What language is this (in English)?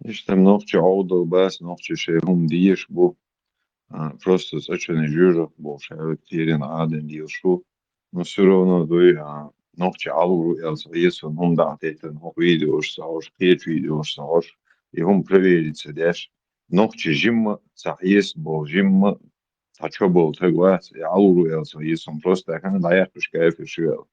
Chechen